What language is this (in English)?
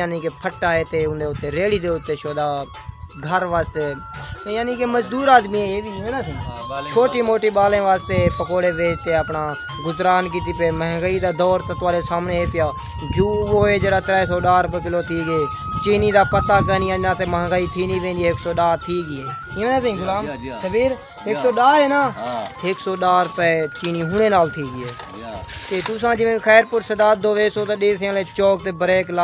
Saraiki